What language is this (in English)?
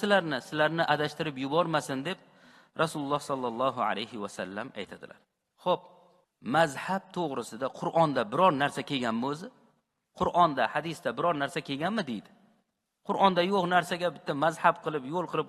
Uzbek